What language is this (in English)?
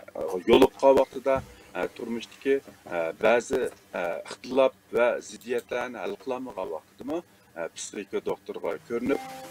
Uyghur